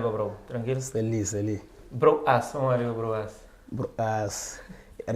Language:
Kabuverdianu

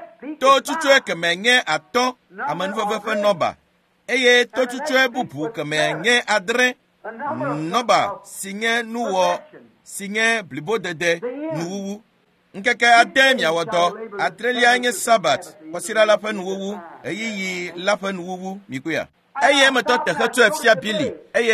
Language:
Ewe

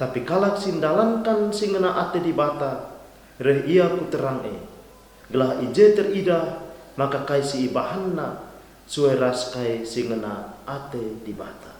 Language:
Batak Karo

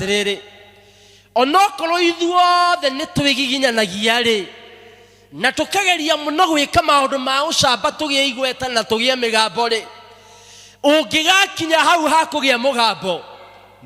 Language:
Kikuyu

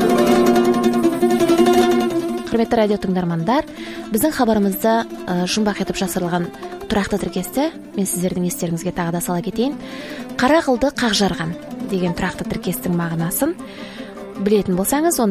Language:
Kazakh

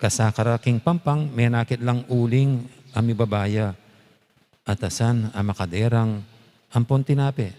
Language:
Pampanga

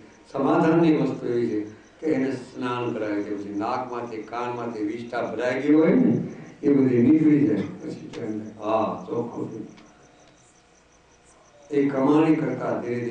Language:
Gujarati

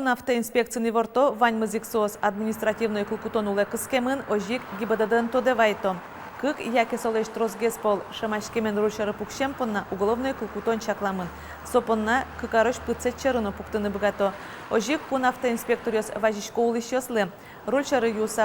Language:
Udmurt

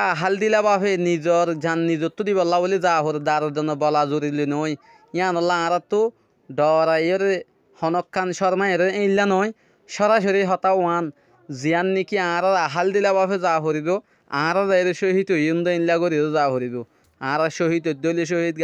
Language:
Rohingya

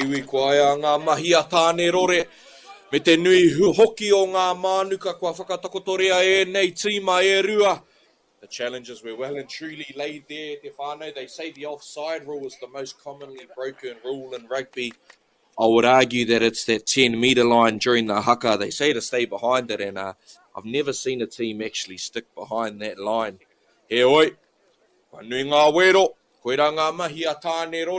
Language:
Māori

